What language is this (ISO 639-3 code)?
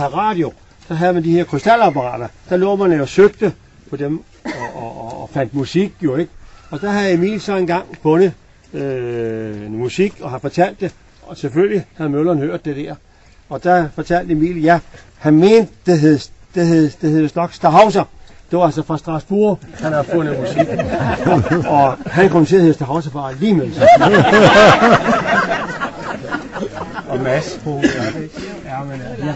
dan